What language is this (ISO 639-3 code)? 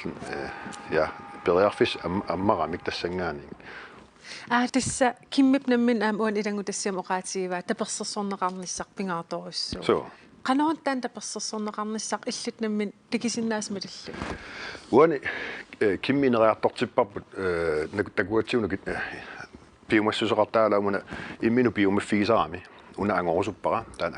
kal